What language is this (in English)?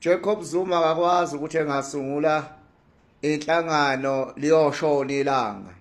Zulu